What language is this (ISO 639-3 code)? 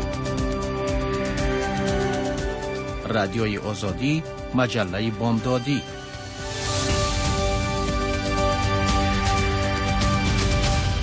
fas